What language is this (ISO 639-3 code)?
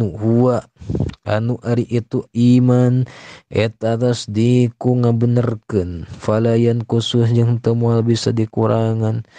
sun